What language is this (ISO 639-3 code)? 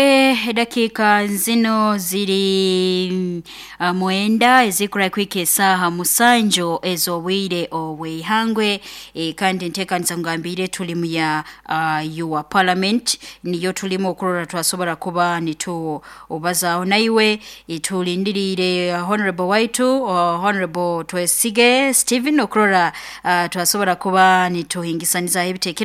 nyo